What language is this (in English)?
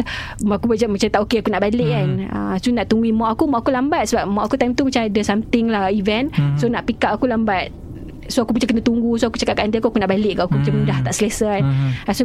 Malay